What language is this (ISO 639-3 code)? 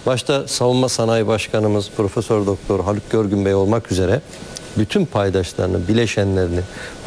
tur